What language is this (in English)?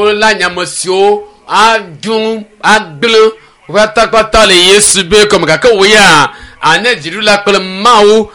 Ewe